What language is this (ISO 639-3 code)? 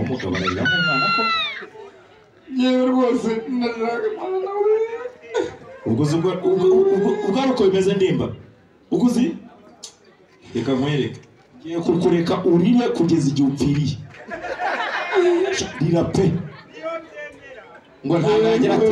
kin